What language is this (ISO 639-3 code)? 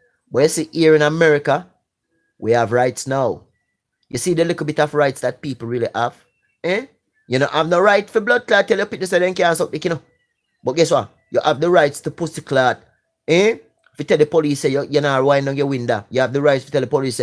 jam